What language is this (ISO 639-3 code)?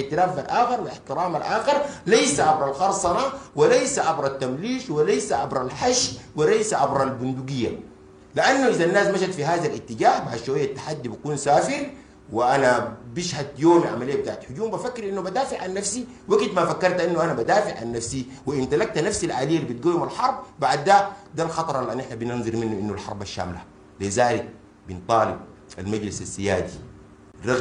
apd